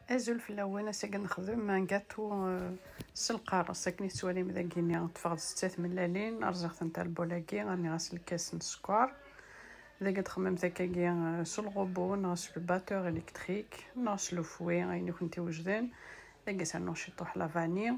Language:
Kabyle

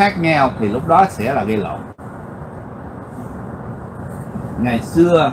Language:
Vietnamese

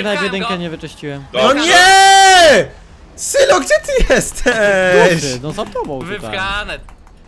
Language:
Polish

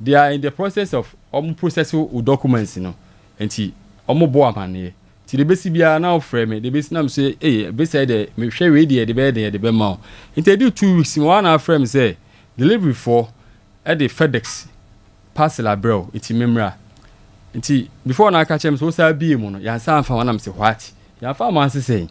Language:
Akan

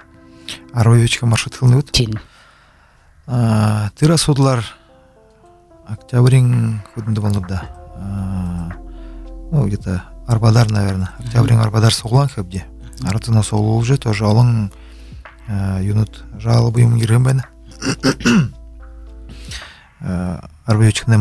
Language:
Buriat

